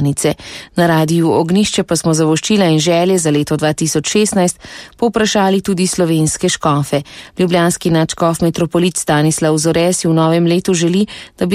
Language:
Slovenian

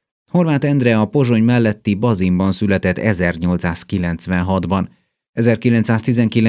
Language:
Hungarian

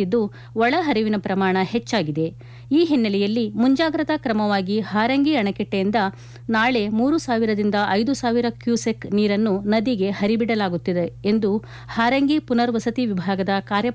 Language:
Kannada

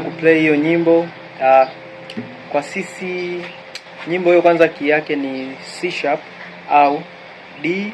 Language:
Swahili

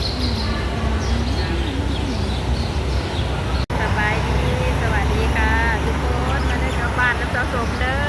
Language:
Lao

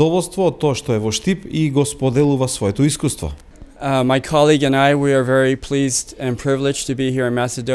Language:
Macedonian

